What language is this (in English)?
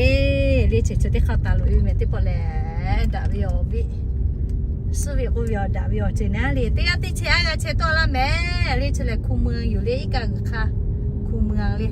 Lahu